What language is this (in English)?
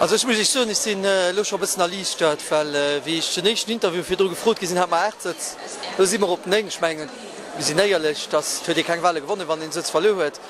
Luxembourgish